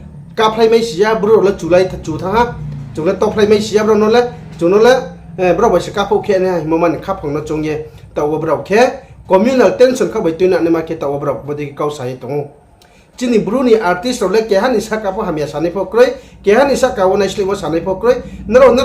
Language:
Riang (India)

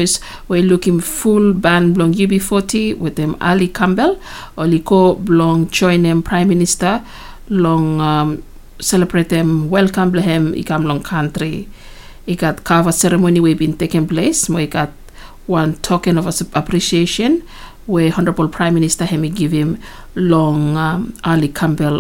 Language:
Bislama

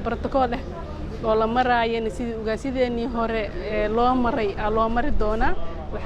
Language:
Somali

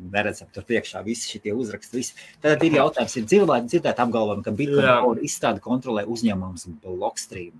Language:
Latvian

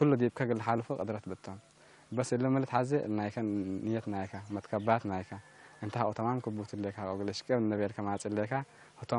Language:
Tigre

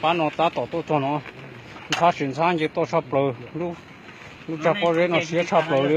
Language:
Hmong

